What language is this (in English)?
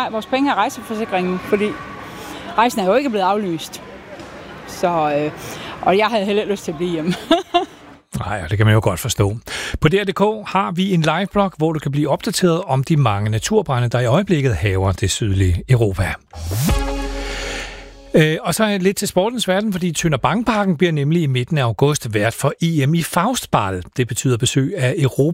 Danish